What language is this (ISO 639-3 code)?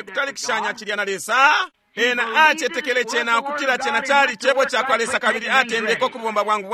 bem